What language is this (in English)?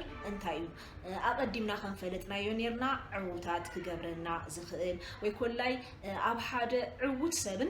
Tigrinya